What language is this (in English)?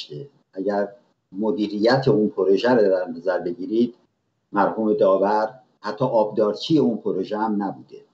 Persian